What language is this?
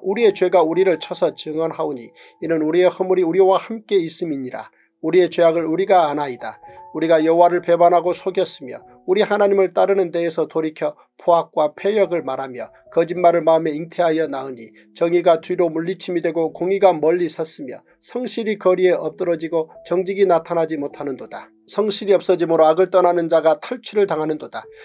Korean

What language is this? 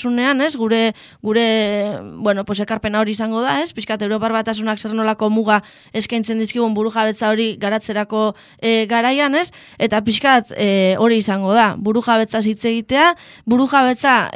Basque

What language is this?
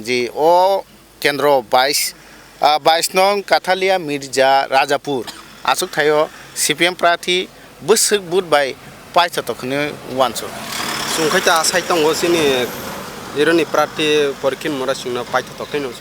Kok Borok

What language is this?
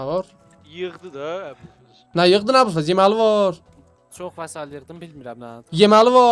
South Azerbaijani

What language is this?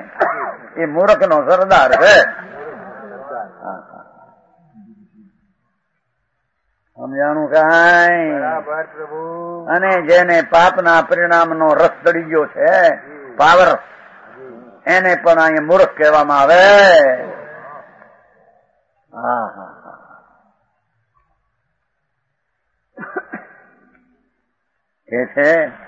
Gujarati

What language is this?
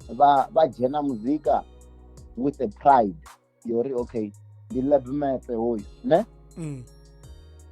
Venda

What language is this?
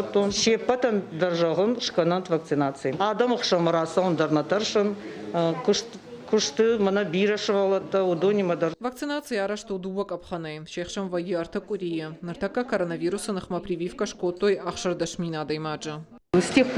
Ossetic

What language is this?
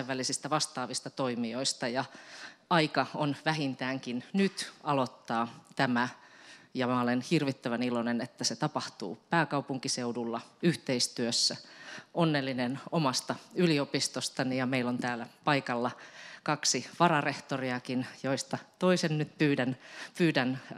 Finnish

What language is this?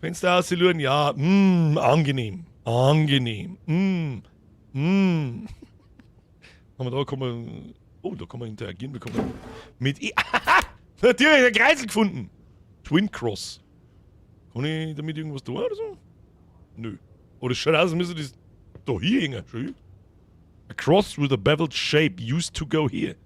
Bavarian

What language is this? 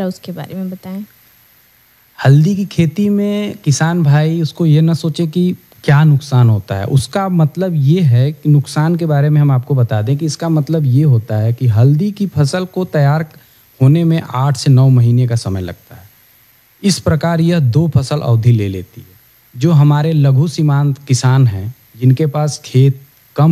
Hindi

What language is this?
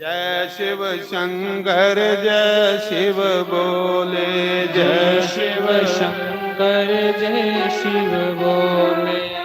Dogri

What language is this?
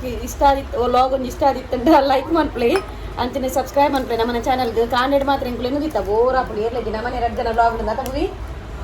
Tulu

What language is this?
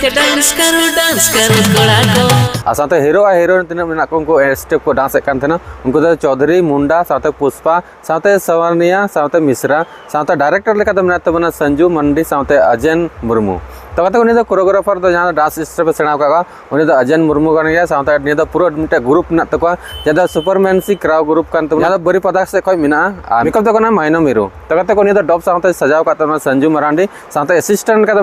Santali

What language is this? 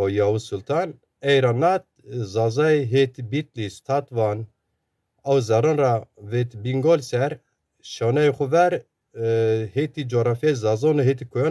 Zaza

